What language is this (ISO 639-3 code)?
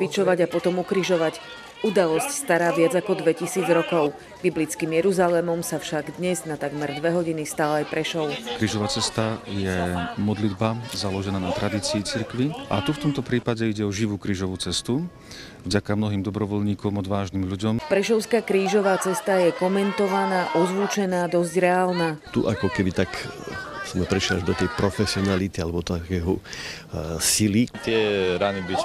slk